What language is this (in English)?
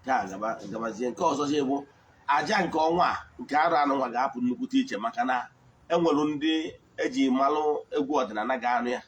Igbo